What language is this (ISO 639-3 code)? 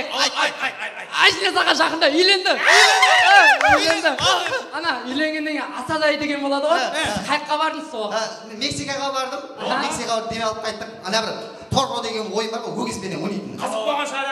kaa